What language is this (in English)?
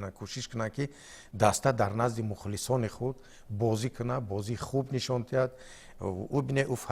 Tajik